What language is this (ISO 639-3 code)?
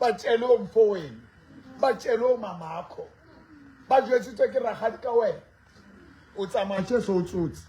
sot